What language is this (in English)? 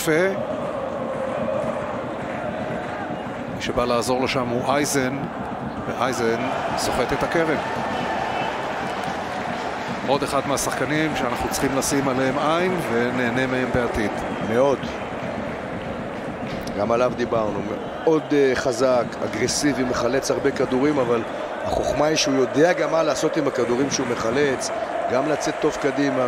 Hebrew